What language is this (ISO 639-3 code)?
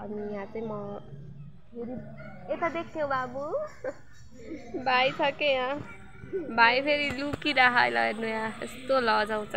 nep